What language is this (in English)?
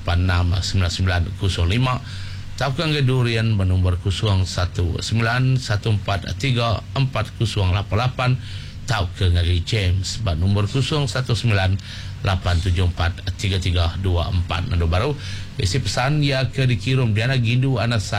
Iban